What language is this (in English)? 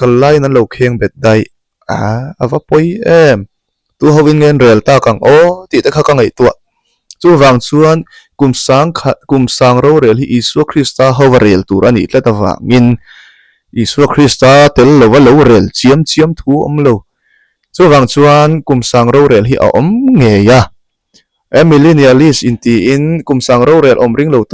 Mizo